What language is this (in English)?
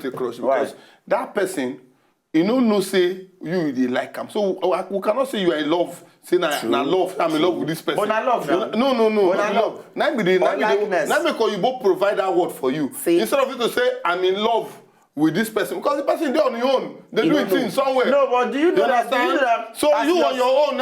Nigerian Pidgin